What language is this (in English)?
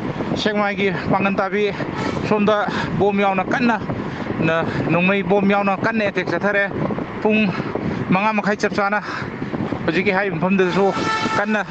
Manipuri